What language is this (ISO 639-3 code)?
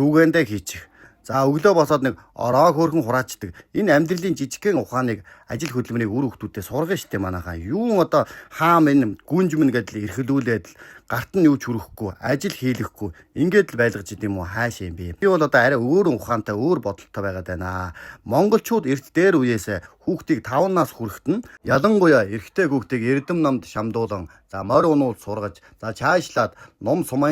mon